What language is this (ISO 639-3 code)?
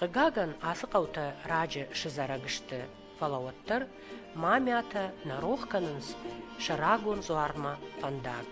oss